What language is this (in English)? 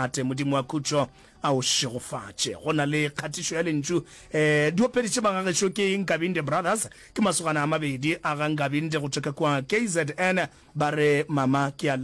Northern Sotho